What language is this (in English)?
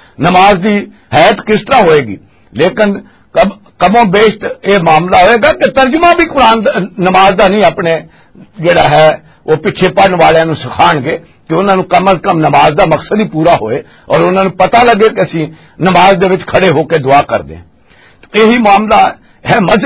Western Panjabi